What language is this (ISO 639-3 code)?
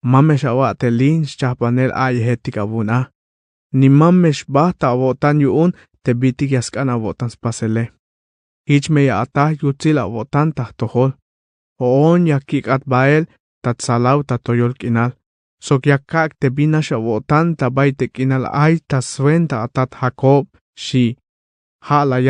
tzh